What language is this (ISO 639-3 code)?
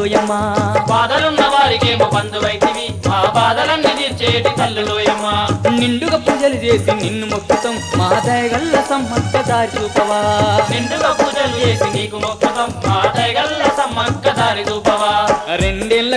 tel